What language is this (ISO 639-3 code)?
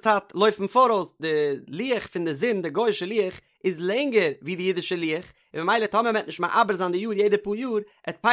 yid